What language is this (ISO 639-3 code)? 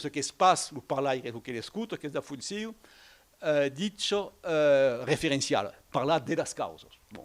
oci